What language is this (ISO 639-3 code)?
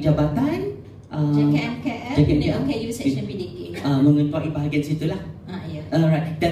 msa